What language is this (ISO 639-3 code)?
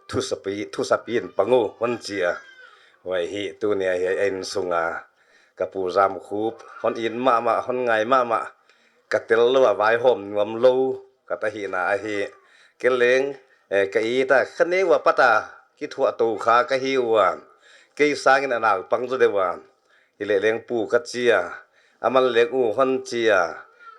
pck